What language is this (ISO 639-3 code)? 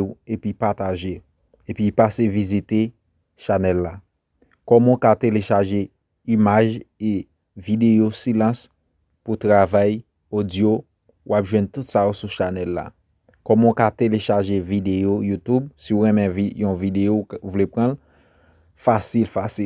hat